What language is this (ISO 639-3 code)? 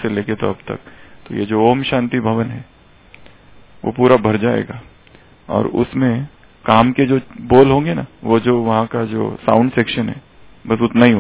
hin